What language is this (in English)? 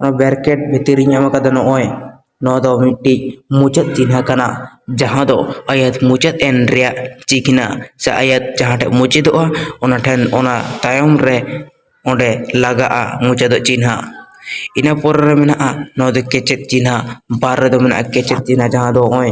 Santali